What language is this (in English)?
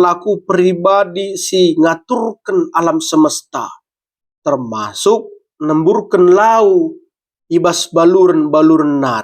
Batak Karo